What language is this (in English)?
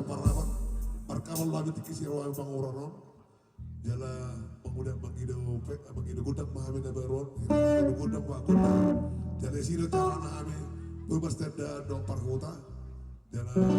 Batak Toba